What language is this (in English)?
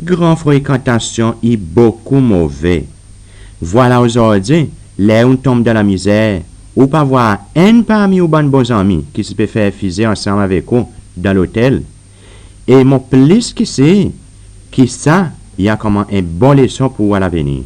Seselwa Creole French